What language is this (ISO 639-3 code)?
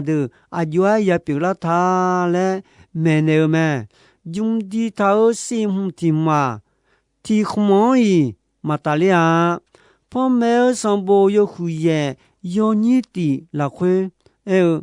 ahk